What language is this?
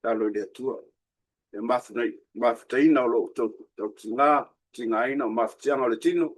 Samoan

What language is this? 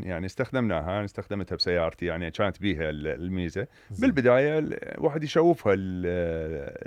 Mesopotamian Arabic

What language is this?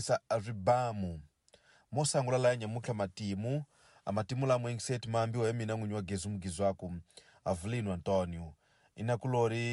Tsonga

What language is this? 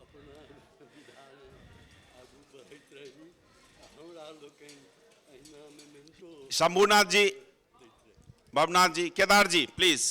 Maithili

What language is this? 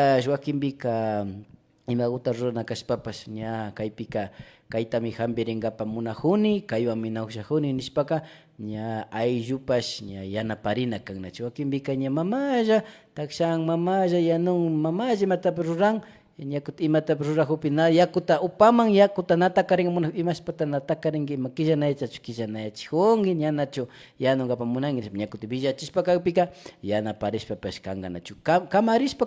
Imbabura Highland Quichua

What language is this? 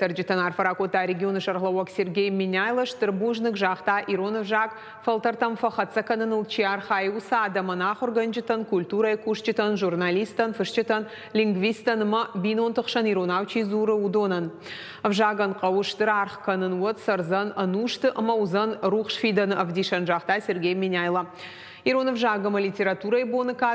Ossetic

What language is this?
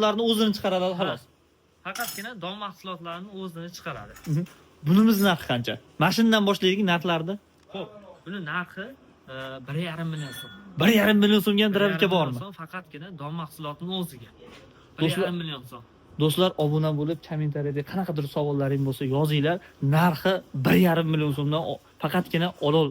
Uzbek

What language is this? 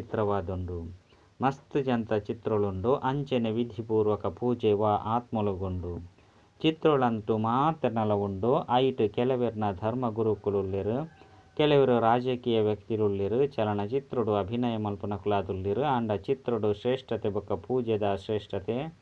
Tulu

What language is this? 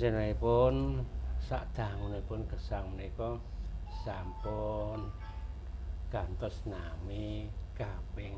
Javanese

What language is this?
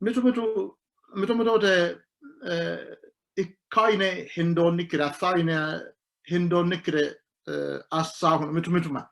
Sidamo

